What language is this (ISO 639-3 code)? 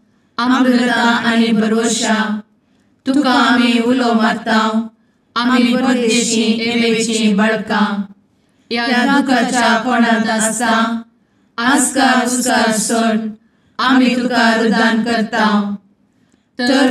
kok